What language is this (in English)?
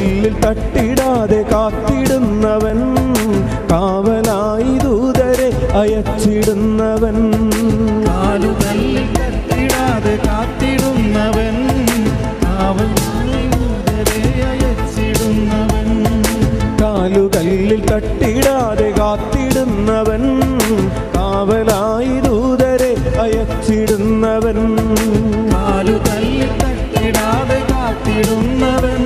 Malayalam